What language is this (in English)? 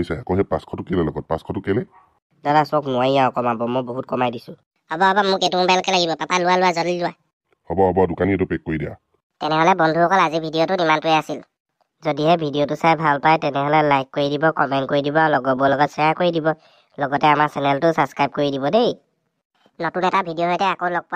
Assamese